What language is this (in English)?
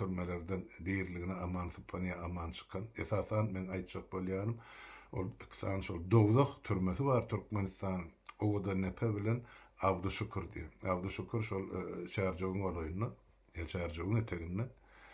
Turkmen